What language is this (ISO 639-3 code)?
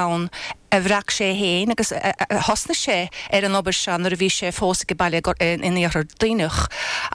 gle